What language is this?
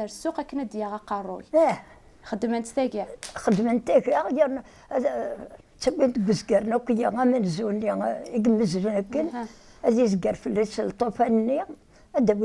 Kabyle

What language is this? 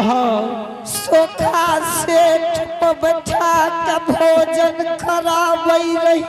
Angika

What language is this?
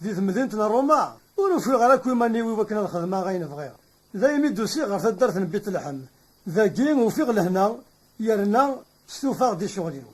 Kabyle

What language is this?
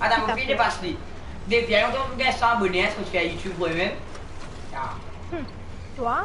Morisyen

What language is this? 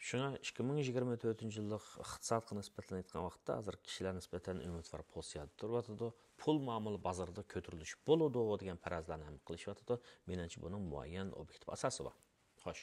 Uyghur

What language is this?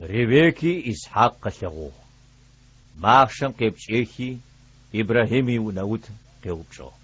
Adyghe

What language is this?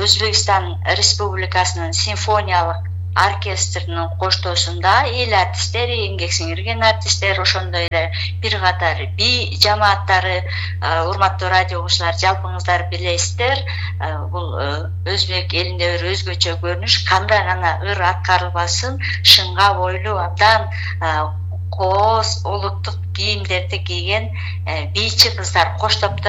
Kyrgyz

